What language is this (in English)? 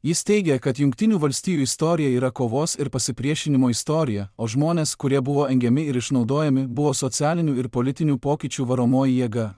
Lithuanian